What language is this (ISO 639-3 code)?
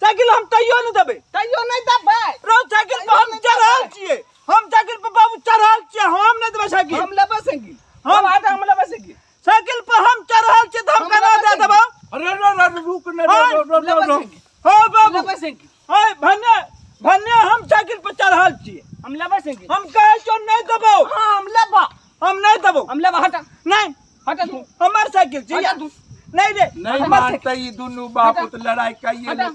mai